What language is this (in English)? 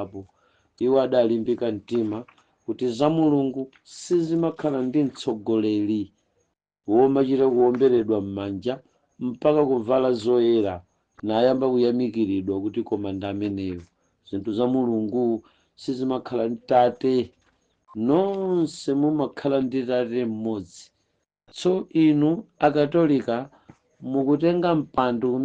Nyanja